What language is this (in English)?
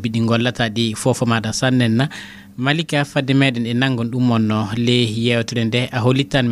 Fula